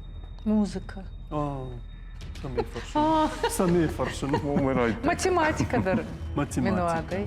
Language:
Ossetic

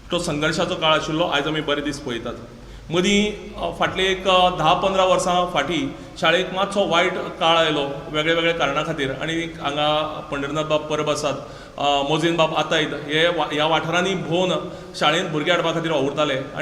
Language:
Konkani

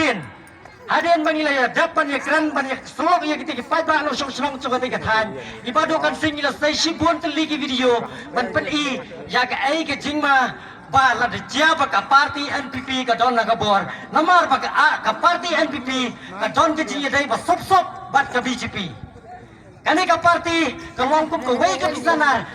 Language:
Khasi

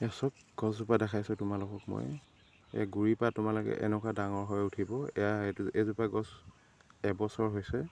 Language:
Assamese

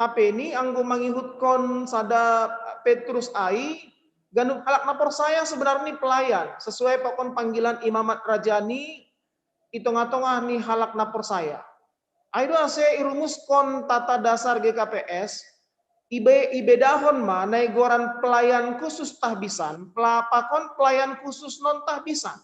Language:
Batak Simalungun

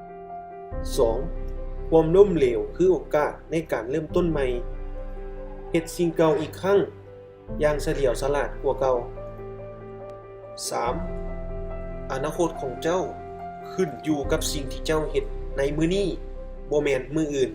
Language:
Lao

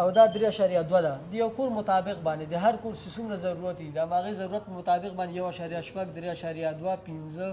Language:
Pashto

